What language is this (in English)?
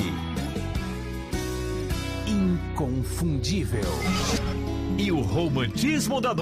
Portuguese